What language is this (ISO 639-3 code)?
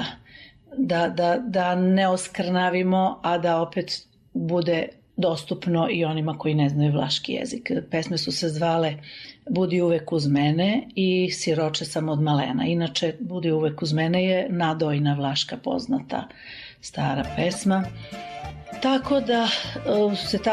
srp